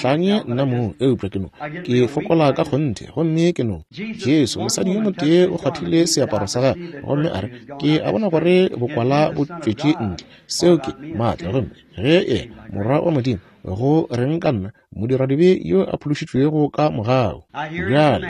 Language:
Northern Sotho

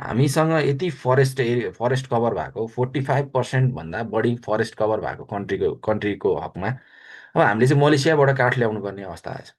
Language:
Nepali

